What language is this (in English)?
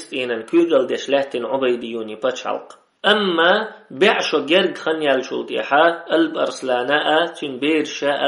Chechen